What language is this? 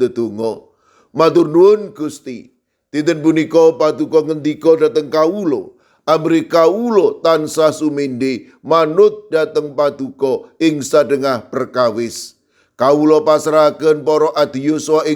Javanese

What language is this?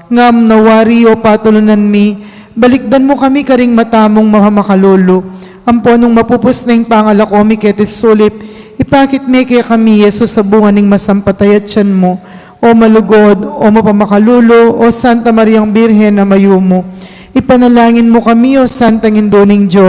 Pampanga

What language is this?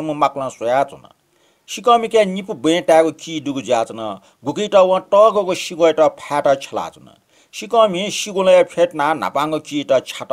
Newari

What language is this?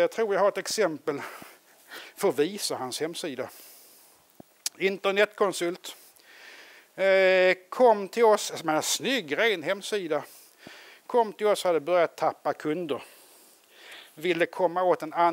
Swedish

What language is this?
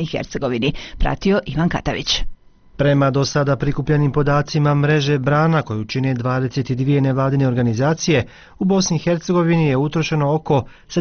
Bosnian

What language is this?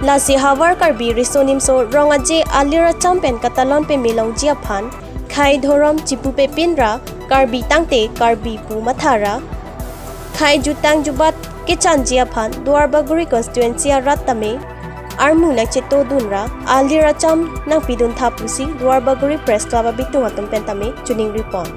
Karbi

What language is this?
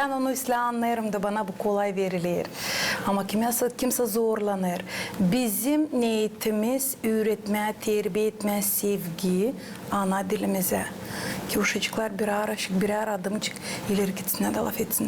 Gagauz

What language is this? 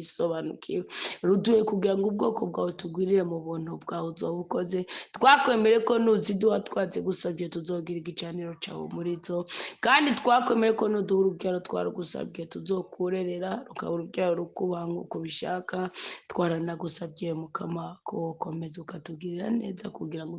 Rundi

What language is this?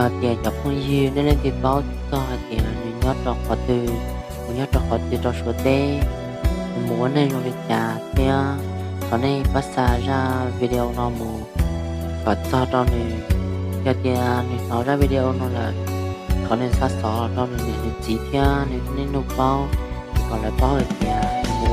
Hmong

